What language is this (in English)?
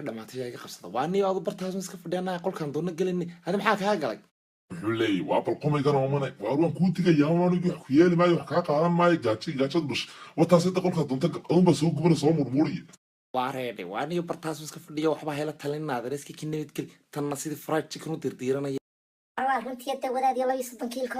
Somali